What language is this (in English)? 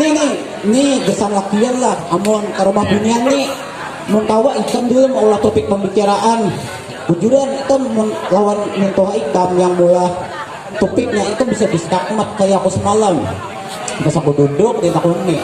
Banjar